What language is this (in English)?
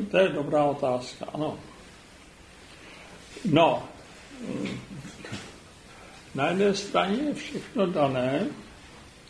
Czech